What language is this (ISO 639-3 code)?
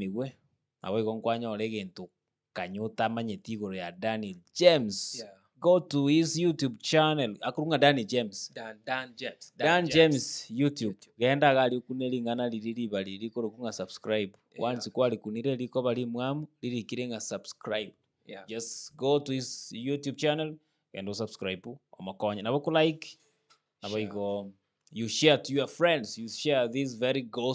guz